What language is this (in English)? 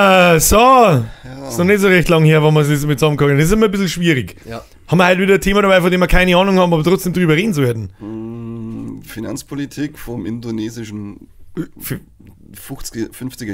Bavarian